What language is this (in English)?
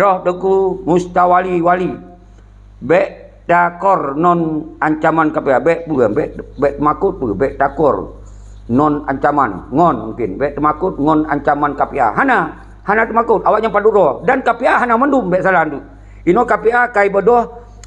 Achinese